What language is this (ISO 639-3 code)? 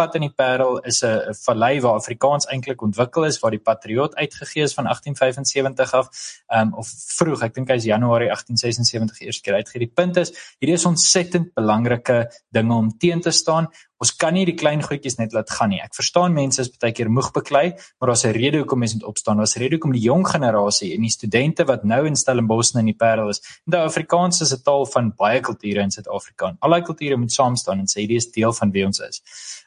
afr